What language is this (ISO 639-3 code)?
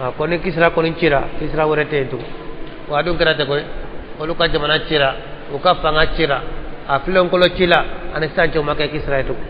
bam